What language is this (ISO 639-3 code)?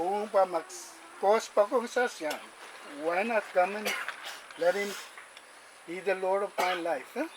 pon